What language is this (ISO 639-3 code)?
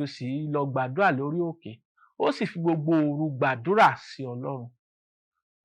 yor